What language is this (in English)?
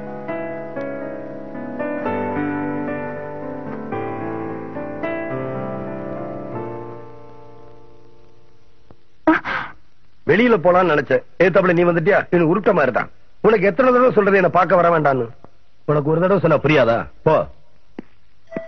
Tamil